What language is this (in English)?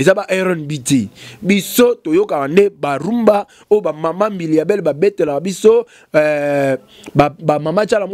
Lingala